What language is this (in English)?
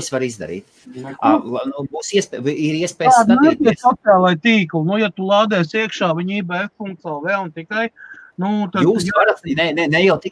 Latvian